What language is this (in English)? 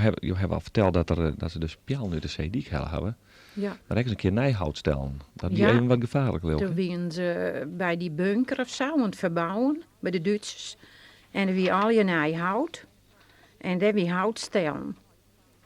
Western Frisian